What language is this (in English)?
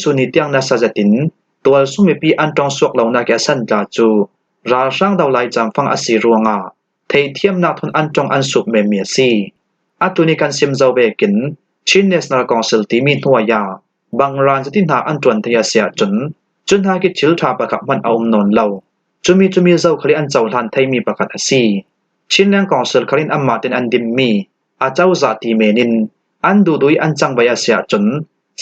Falam Chin